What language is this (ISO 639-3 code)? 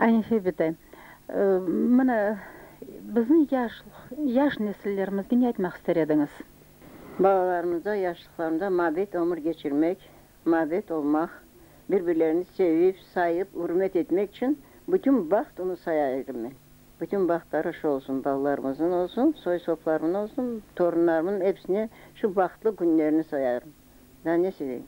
crh